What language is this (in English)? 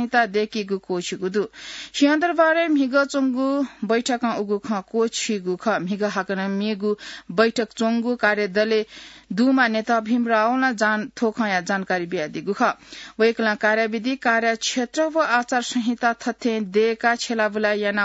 Newari